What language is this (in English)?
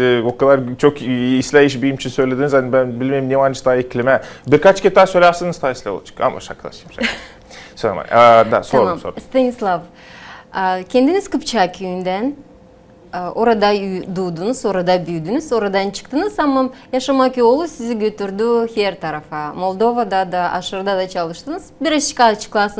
Gagauz